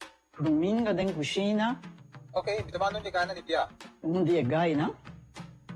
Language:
Papiamento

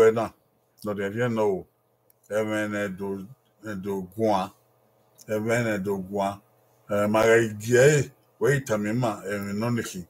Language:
Bini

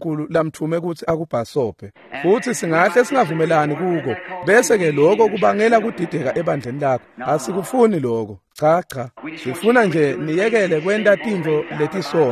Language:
Swati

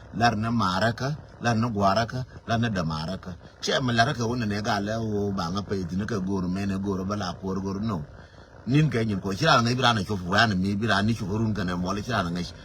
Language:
Nuer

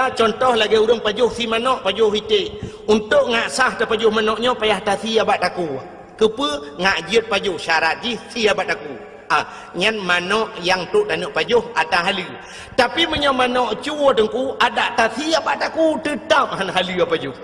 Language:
Achinese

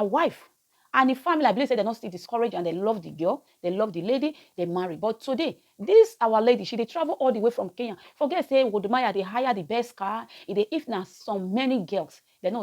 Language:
Nigerian Pidgin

